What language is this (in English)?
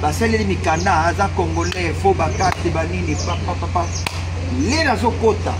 Lingala